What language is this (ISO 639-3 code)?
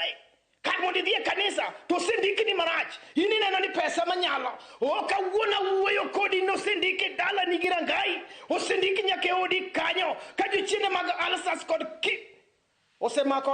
luo